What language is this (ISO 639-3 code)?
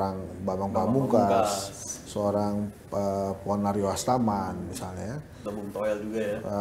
ind